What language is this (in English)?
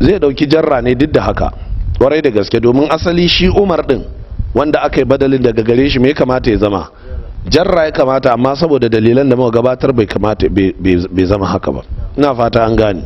Hausa